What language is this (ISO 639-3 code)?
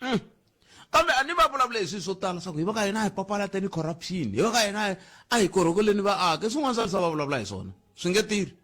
tso